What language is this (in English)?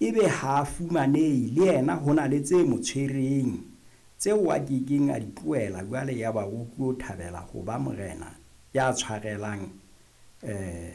Southern Sotho